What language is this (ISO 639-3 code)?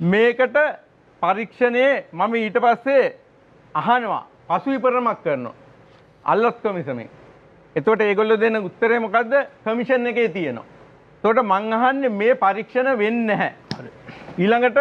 sin